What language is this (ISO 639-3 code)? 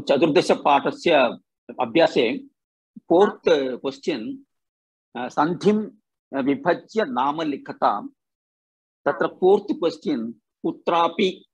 san